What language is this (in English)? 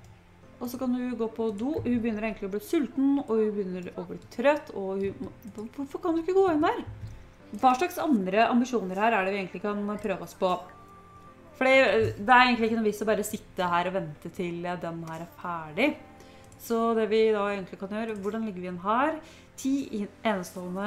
Norwegian